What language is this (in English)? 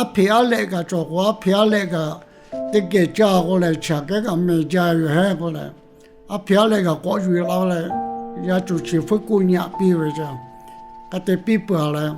Lahu